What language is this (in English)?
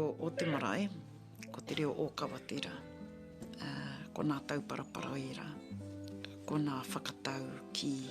Māori